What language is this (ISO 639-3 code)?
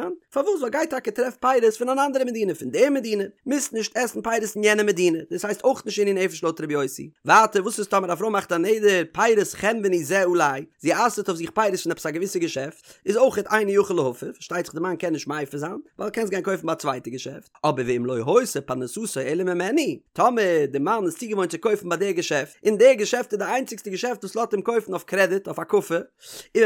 yid